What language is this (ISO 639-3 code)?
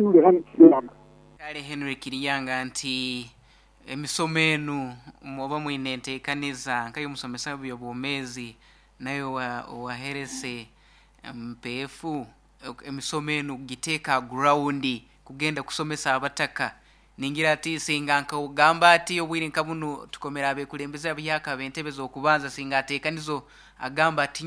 nyo